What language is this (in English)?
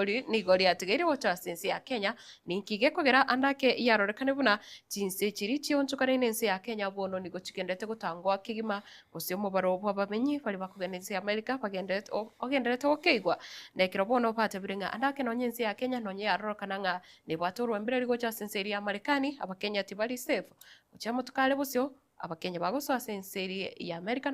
Gusii